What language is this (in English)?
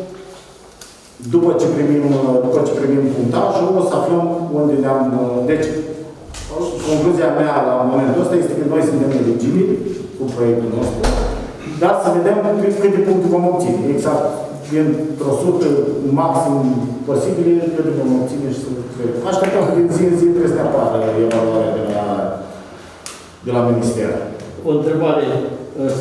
Romanian